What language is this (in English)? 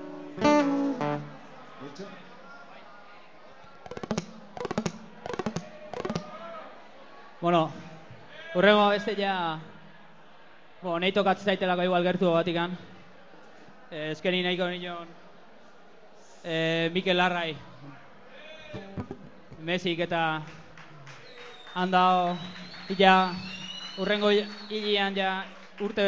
Basque